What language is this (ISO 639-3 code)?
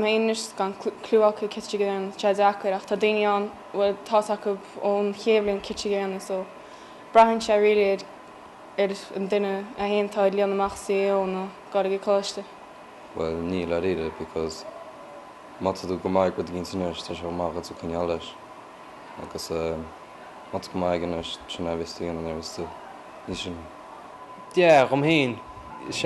gle